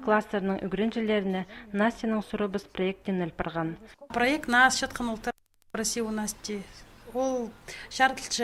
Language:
Khakas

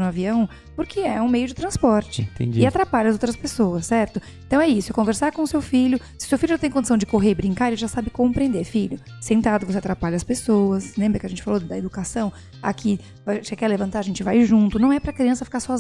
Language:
Portuguese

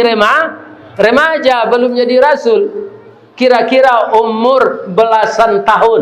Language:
Minangkabau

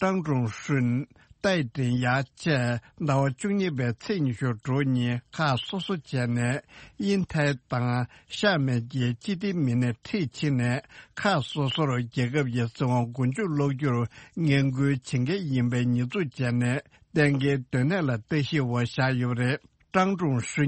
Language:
Tibetan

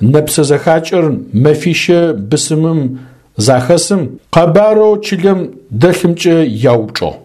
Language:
Adyghe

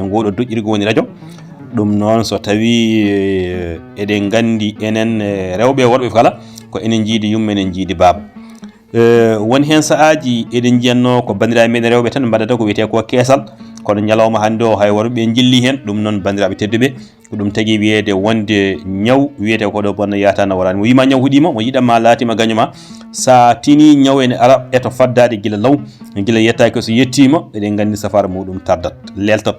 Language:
Fula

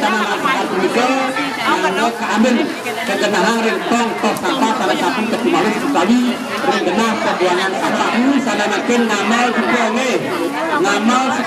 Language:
Balinese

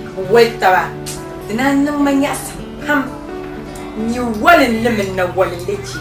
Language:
Dagbani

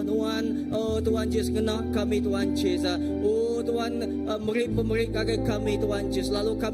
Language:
Iban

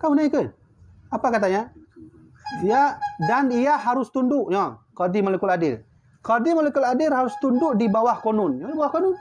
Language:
Achinese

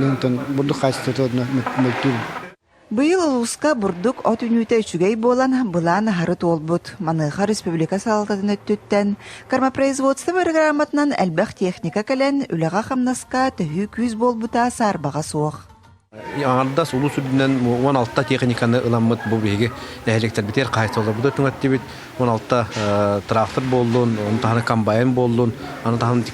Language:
Yakut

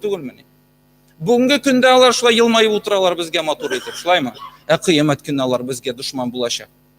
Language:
Tatar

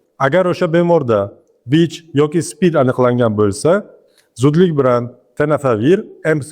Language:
Uzbek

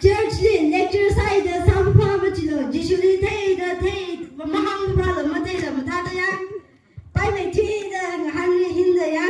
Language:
Tangkhul Naga (India)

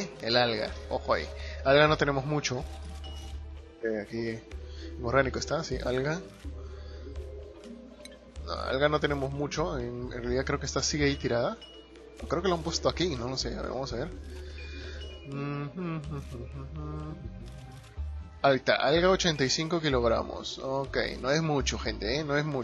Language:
Spanish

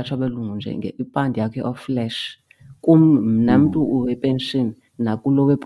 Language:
Xhosa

